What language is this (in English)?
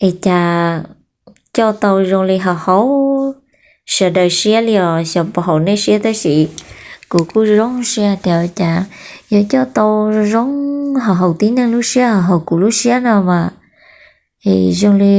Hmong